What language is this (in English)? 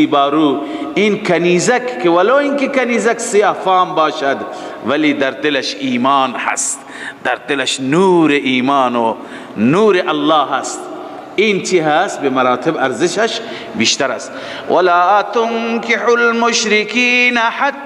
Persian